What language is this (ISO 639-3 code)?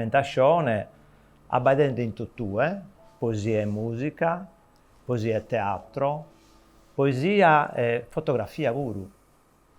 srd